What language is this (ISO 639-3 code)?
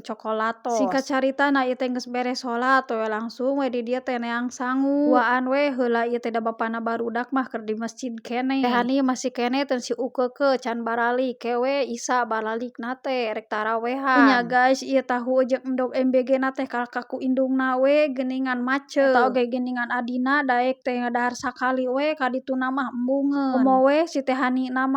sun